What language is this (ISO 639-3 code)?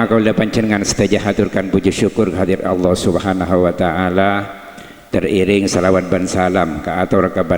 mad